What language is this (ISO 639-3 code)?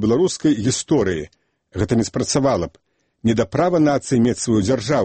bel